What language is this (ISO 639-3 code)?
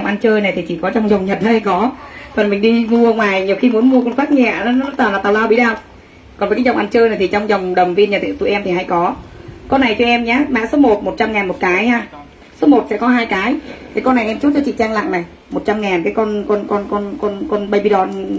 vie